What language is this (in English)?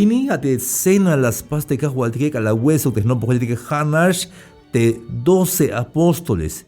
Tzeltal